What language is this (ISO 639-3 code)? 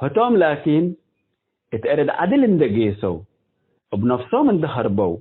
tig